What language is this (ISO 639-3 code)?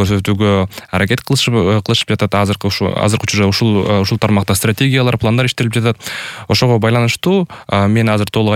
kir